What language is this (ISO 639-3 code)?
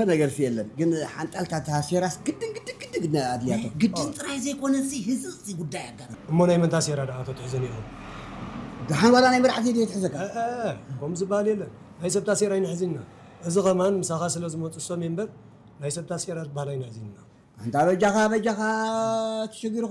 tir